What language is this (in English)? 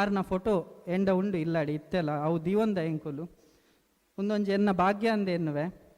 Tulu